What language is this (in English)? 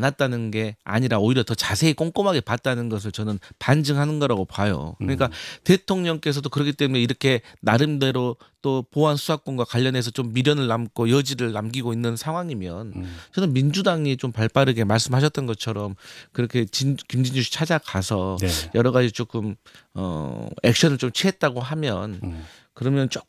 Korean